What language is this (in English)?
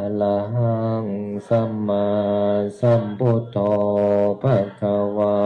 Pali